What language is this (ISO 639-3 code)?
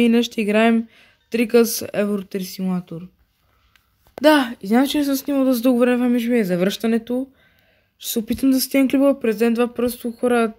bul